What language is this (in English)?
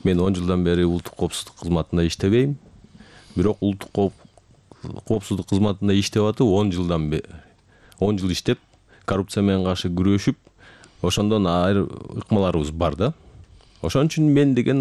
Kyrgyz